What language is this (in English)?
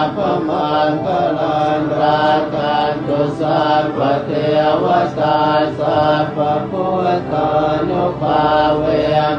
Pali